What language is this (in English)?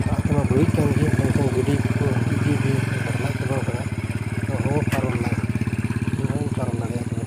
Santali